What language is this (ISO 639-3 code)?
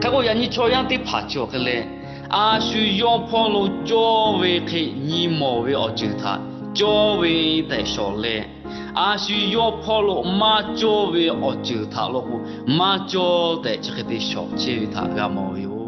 lhu